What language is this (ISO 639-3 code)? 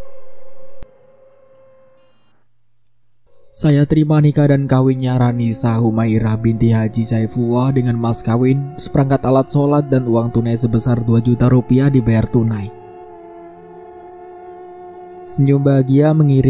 ind